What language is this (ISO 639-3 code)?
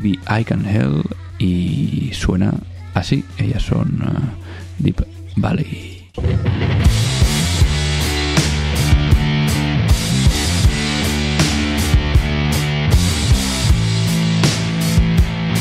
spa